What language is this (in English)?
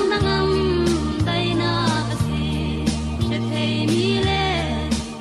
Falam Chin